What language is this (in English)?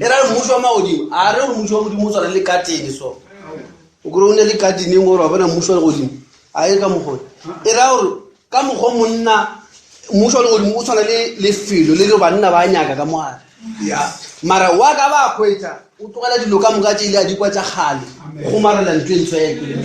Northern Sotho